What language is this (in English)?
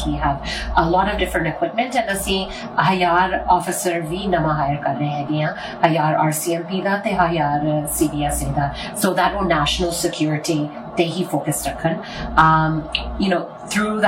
Punjabi